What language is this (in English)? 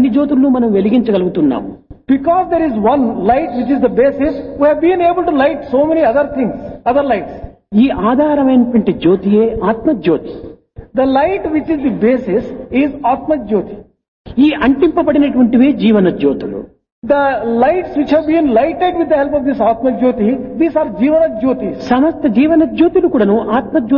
Telugu